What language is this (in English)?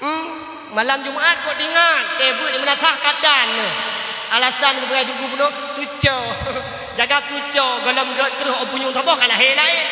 Achinese